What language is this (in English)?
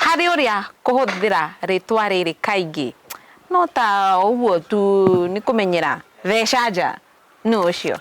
Kikuyu